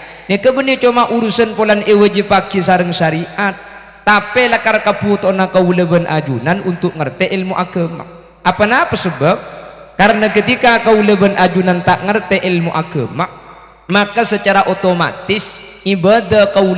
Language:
Madurese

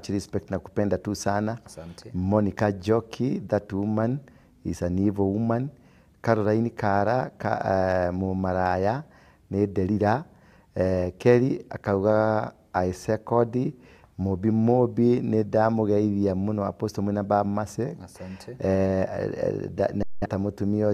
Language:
Kikuyu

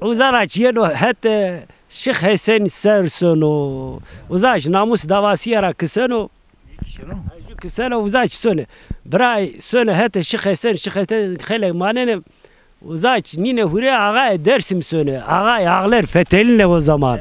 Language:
Zaza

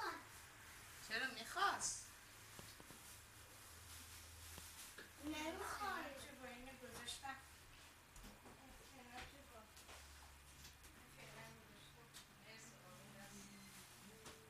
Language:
Persian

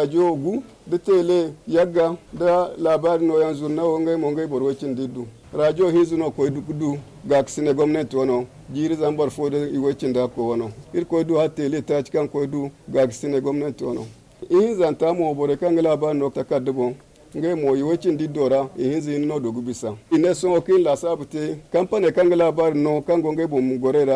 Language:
Zarma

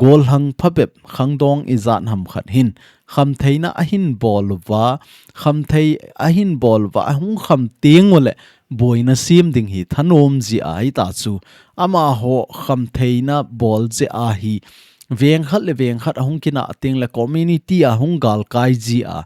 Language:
Thado Chin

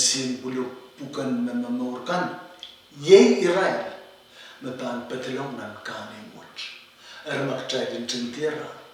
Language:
Pohnpeian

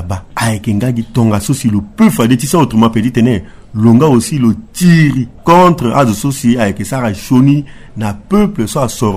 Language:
Sango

